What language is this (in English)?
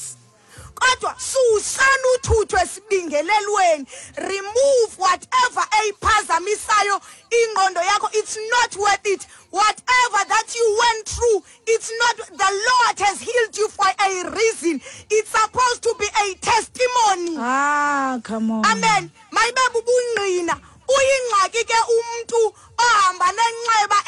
Xhosa